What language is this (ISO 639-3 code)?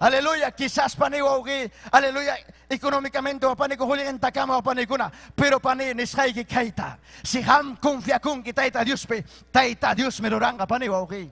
quy